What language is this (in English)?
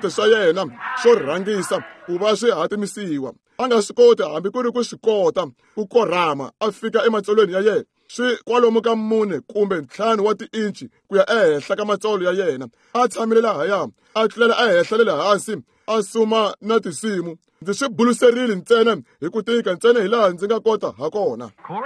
Tsonga